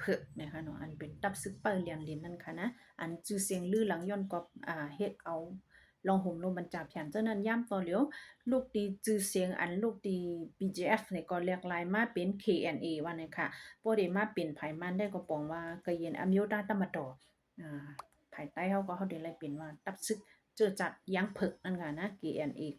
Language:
Shan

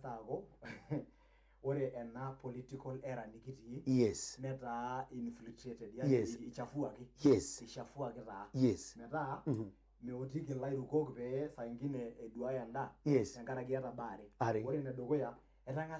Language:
Masai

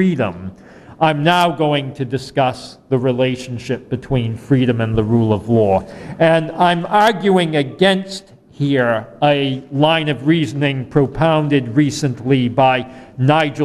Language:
English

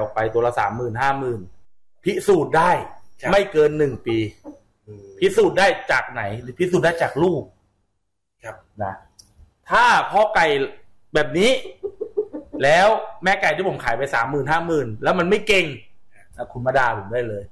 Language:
Thai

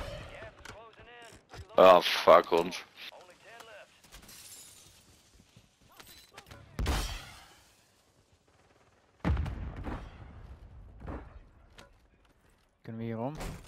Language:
Dutch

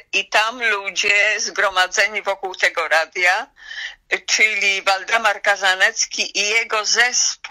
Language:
Polish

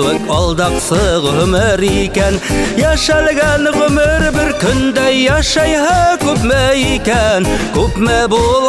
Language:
Bashkir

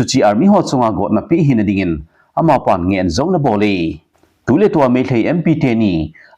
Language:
Thado Chin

